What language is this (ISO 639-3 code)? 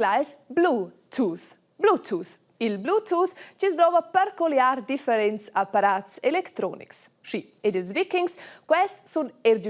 roh